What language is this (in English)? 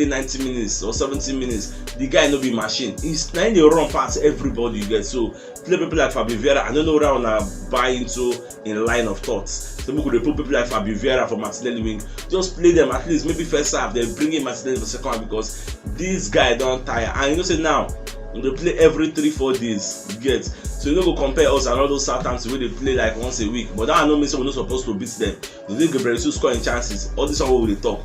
Nigerian Pidgin